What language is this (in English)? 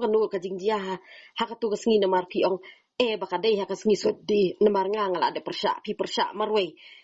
Khasi